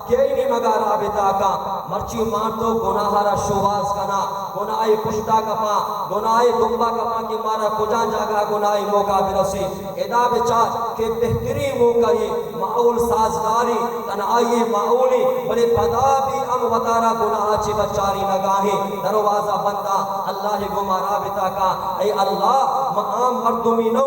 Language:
Baluchi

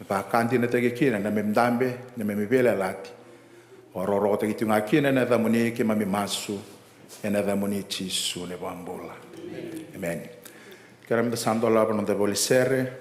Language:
Fijian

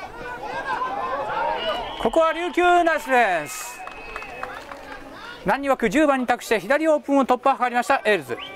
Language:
Japanese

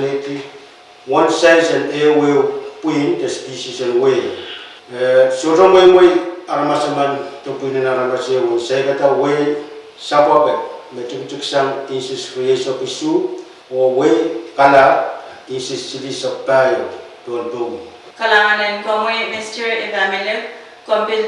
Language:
Pohnpeian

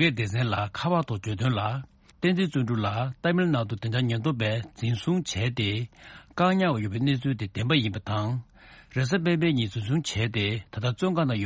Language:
Tibetan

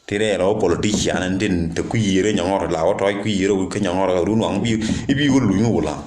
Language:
Nuer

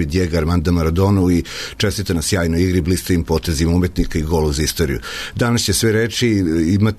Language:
Serbian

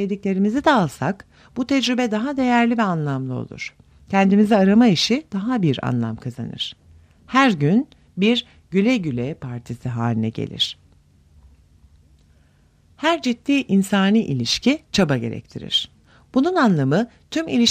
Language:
Turkish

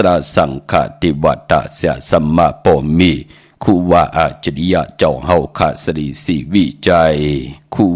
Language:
Shan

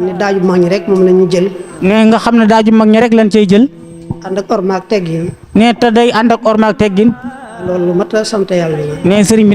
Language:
Wolof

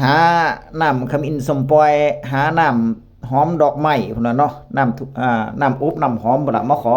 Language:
Northeastern Thai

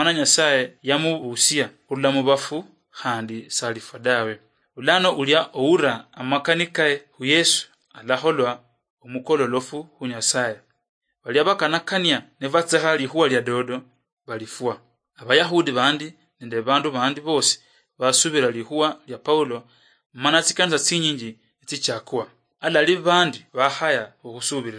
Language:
Luyia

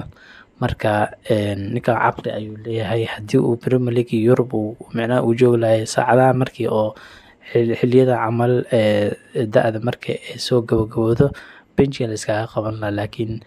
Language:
Somali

